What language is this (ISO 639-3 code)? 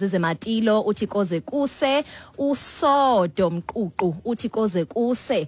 xho